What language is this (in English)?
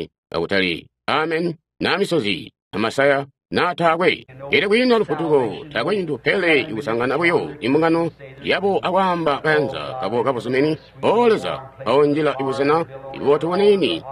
Tonga (Zambia)